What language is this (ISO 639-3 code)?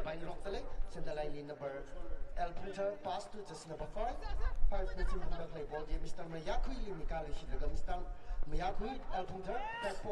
nmf